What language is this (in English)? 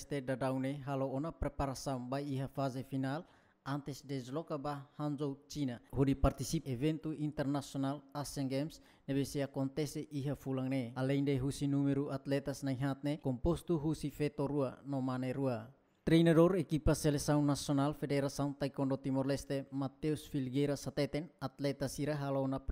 Tetum